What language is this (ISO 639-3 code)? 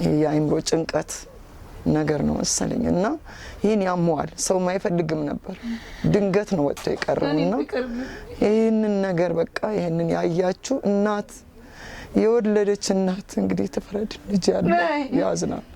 amh